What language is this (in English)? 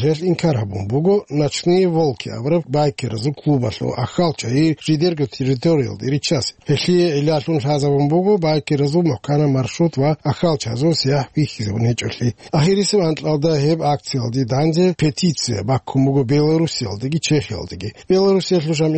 Avaric